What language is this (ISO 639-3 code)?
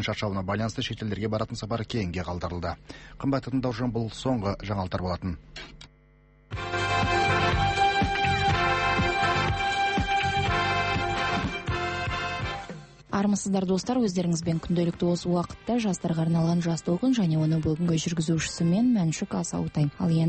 kaz